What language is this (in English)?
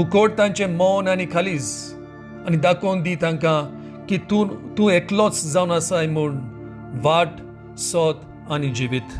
Konkani